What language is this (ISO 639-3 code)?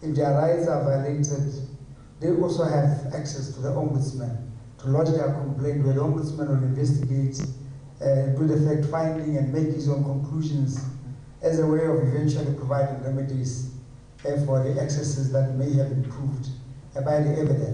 tsn